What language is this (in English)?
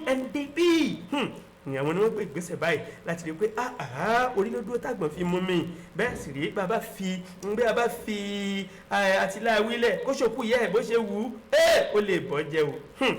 Yoruba